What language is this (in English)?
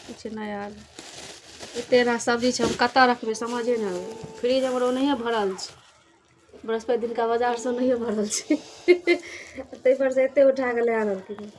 Maithili